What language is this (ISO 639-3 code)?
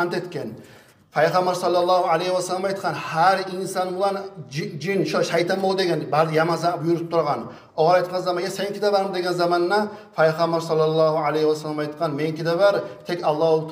kum